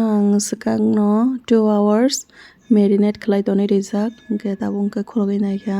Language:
Kok Borok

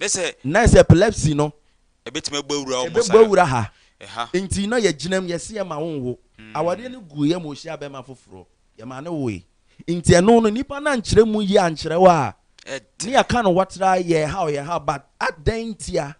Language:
Akan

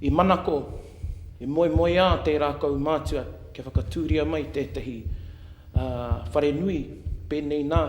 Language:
Māori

